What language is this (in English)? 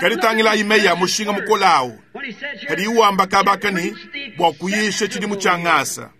Luba-Lulua